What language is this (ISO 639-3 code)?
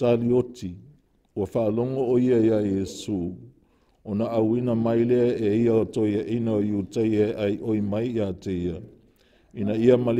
smo